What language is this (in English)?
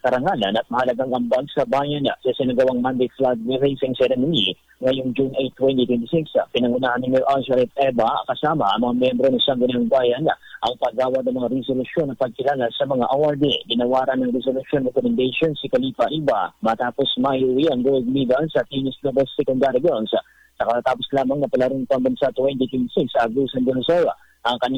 Filipino